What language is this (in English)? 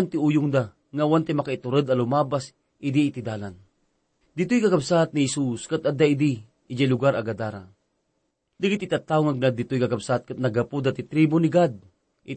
Iloko